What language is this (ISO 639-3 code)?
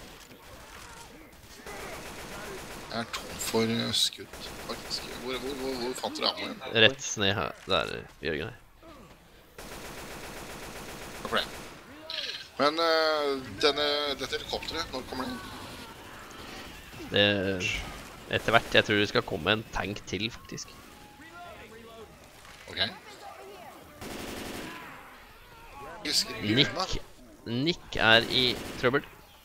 nor